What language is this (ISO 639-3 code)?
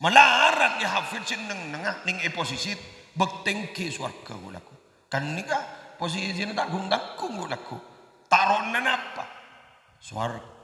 mad